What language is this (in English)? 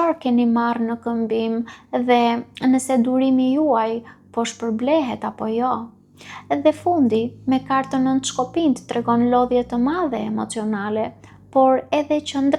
Albanian